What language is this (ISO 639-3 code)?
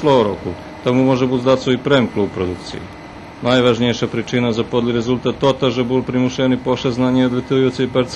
rue